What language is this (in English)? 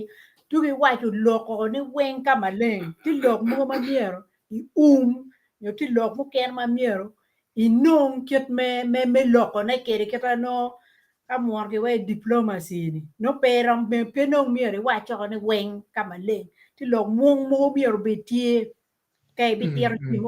Acoli